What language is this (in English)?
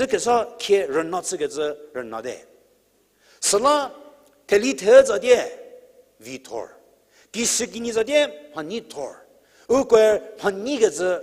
Angami Naga